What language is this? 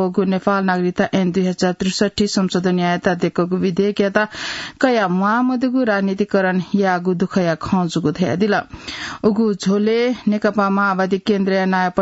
Newari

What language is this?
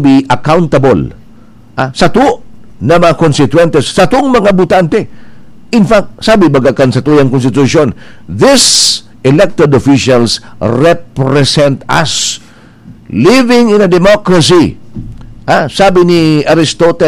Bikol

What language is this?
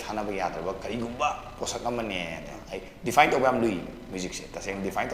Manipuri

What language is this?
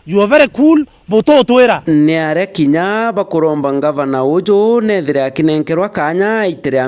Meru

